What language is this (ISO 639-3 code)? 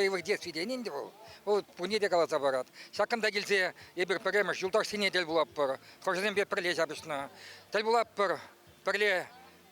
chv